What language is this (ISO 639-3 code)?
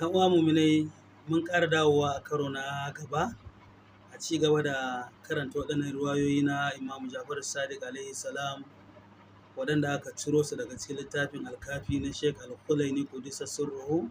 hau